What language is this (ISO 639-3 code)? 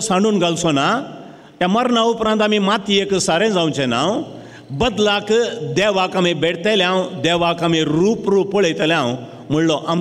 kok